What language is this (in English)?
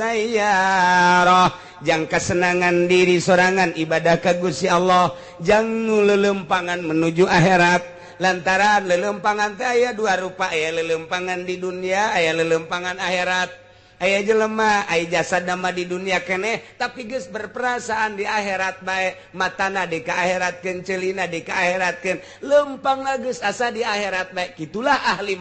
Sundanese